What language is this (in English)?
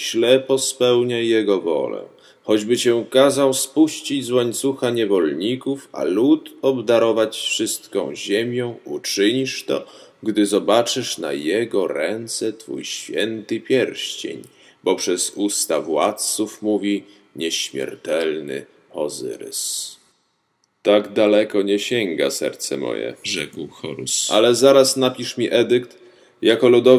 Polish